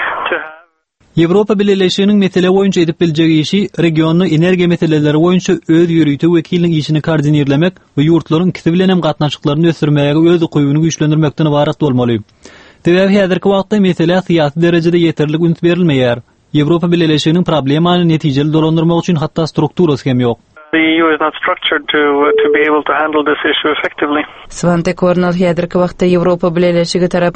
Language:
Turkmen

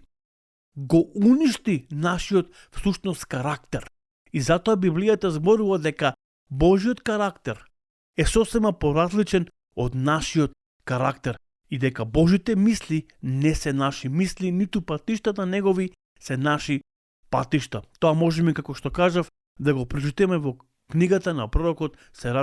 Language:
Macedonian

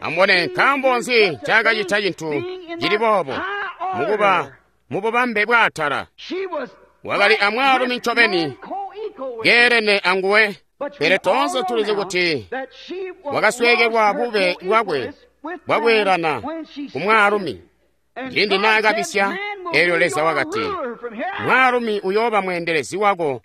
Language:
Tonga (Zambia)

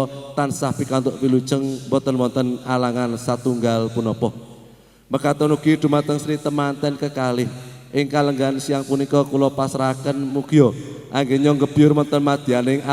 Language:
Javanese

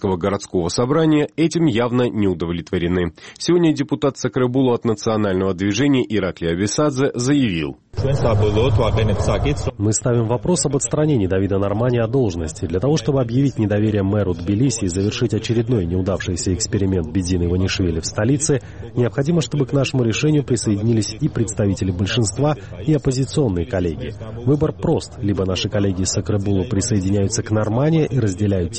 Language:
Russian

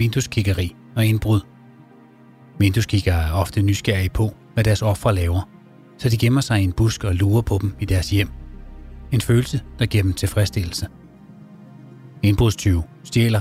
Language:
Danish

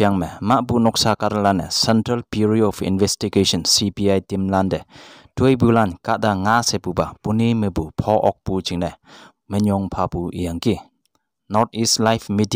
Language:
Konyak Naga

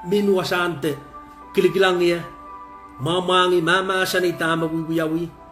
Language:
Pohnpeian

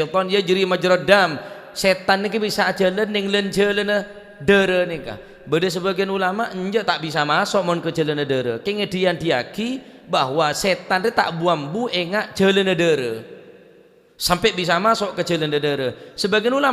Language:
Madurese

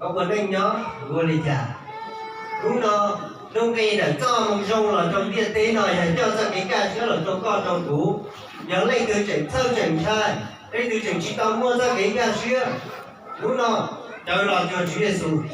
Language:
Hmong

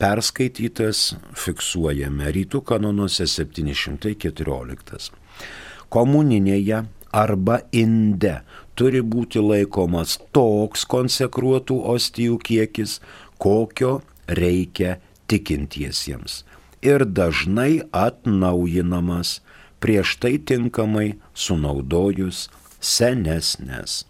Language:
Lithuanian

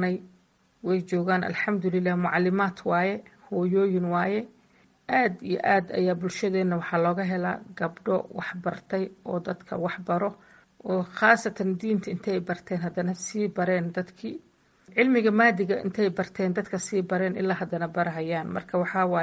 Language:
Somali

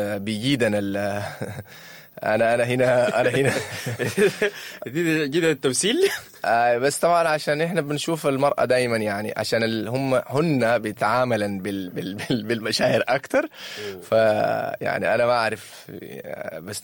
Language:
Sudanese Arabic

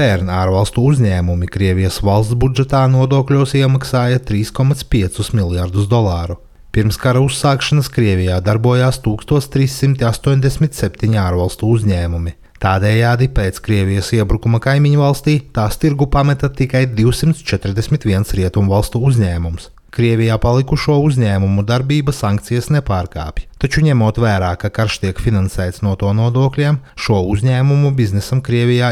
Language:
Latvian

